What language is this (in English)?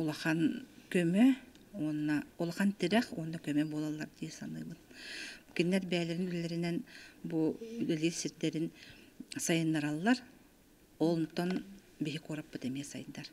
Yakut